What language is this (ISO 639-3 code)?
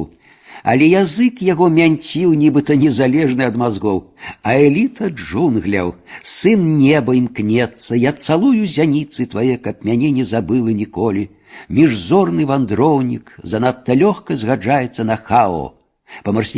bel